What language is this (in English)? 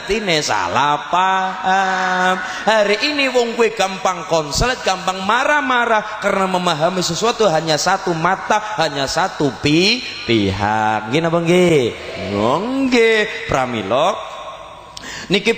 Javanese